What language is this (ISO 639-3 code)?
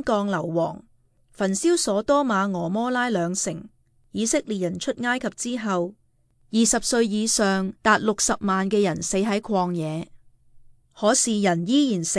yue